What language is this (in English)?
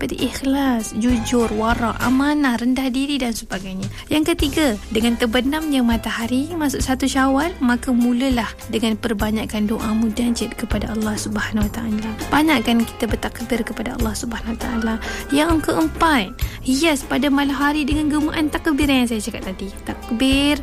Malay